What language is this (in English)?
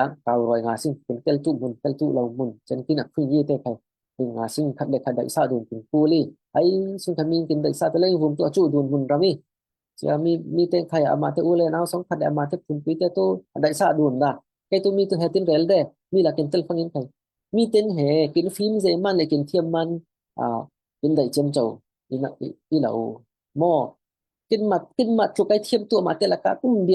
Falam Chin